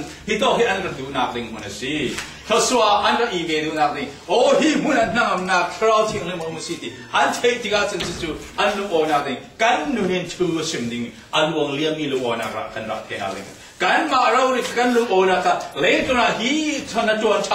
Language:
Falam Chin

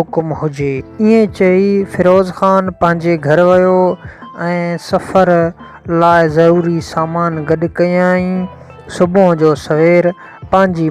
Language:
Sindhi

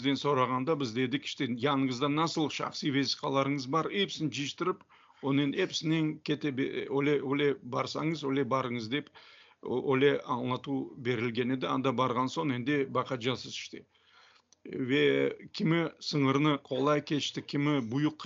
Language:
Crimean Tatar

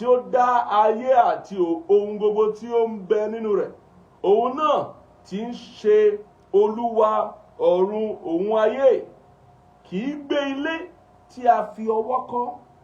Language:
Yoruba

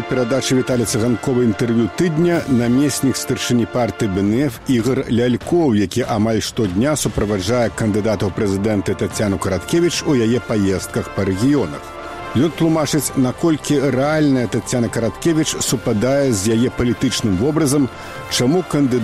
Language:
Belarusian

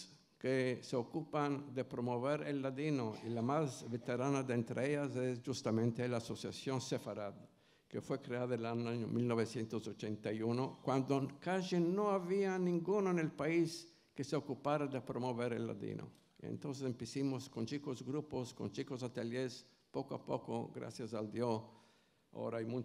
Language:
Ladino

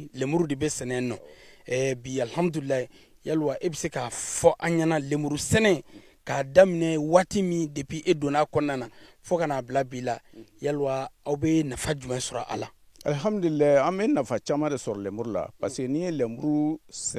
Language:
Bambara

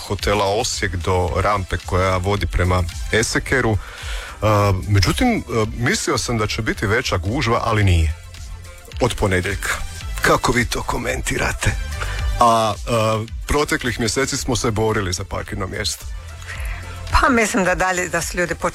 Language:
Croatian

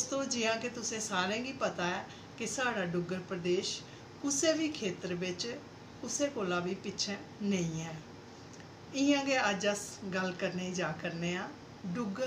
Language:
Dogri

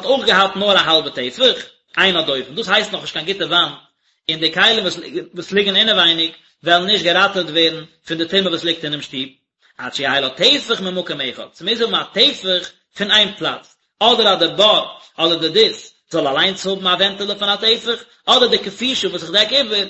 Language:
Yiddish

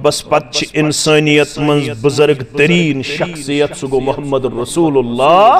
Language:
Kashmiri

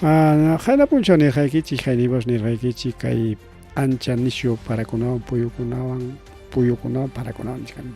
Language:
Ayacucho Quechua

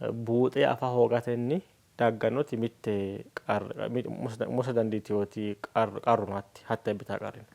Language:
Sidamo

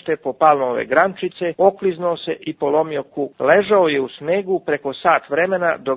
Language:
Serbian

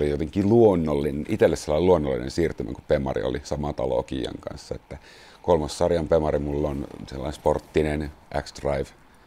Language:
Finnish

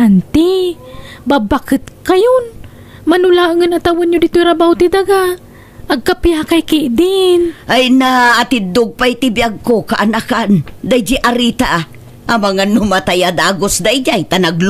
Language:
Iloko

